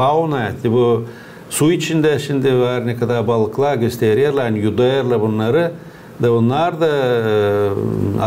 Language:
Gagauz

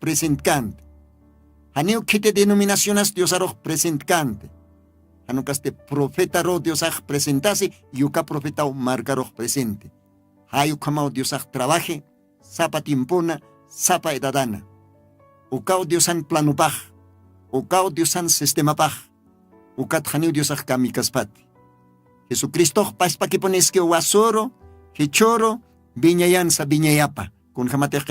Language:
Aymara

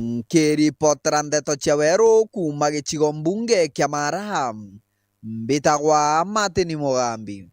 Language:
Meru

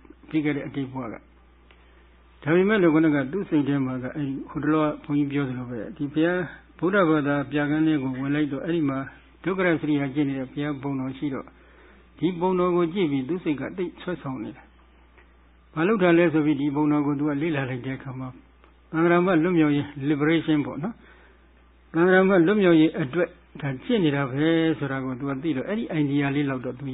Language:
Burmese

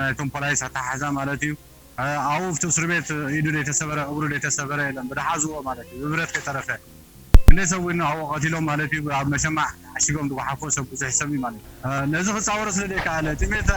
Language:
Tigrinya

